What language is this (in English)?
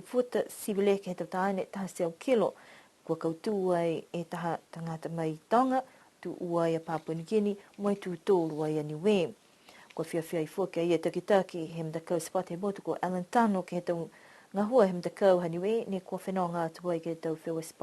Niuean